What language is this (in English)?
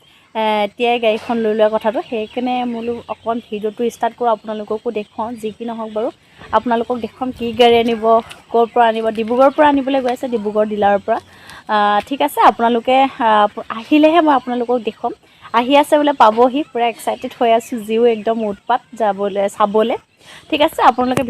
Assamese